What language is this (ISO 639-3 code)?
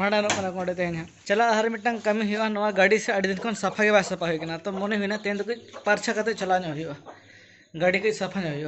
sat